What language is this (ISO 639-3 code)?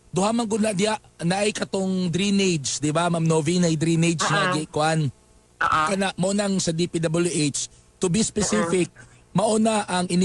ceb